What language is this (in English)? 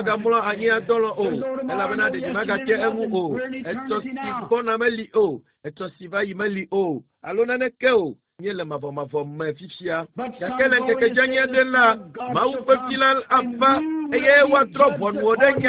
Ewe